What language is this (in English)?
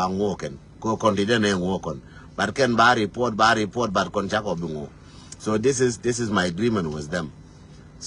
Nuer